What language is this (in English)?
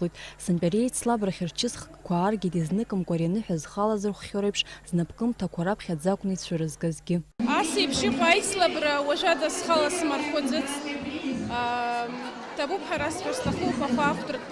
Abkhazian